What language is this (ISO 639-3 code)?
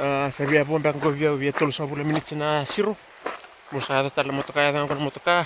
fij